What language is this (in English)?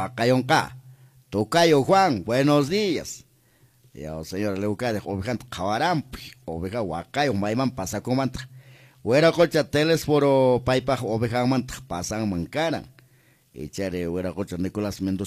Quechua